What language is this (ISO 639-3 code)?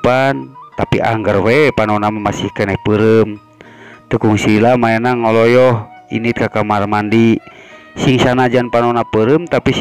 sun